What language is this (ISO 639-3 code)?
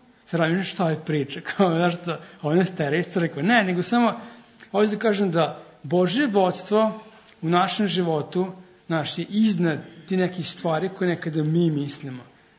srp